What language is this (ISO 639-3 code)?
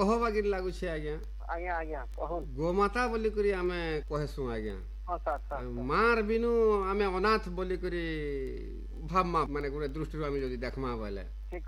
ori